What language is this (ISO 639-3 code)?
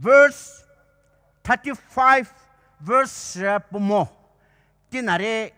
pmx